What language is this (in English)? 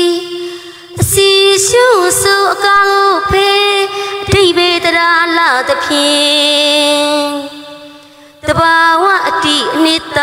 Burmese